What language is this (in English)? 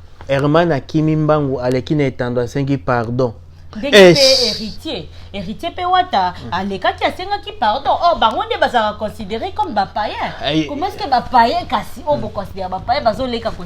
Lingala